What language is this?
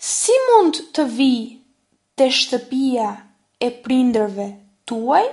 Albanian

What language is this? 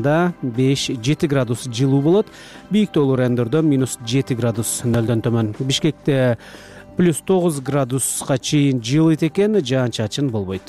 Kyrgyz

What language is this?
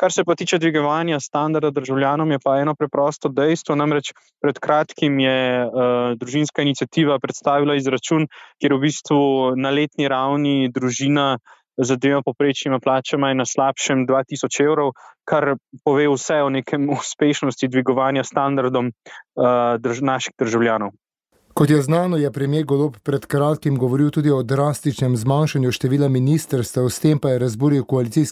Slovenian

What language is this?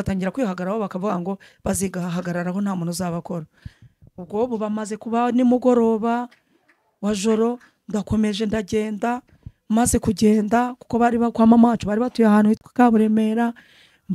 Kinyarwanda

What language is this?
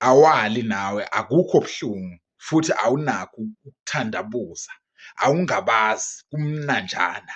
Zulu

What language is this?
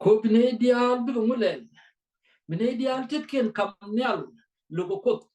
Nuer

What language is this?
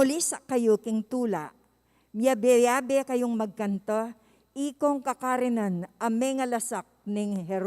Pampanga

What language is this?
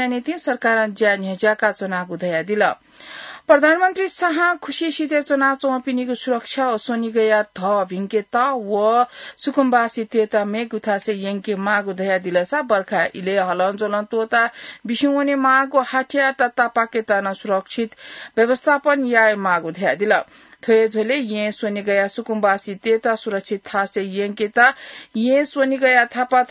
Newari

